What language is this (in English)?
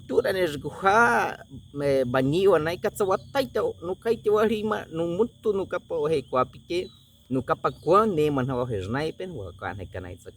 Baniwa